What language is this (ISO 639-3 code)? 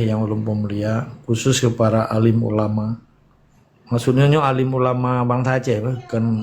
ace